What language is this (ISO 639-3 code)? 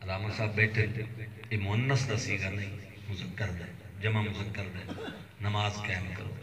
skr